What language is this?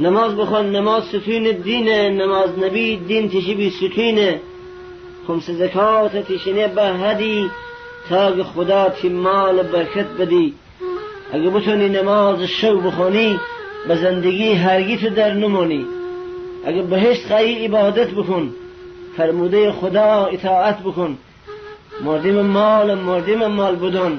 Gilaki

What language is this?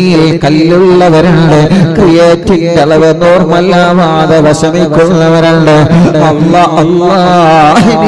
Malayalam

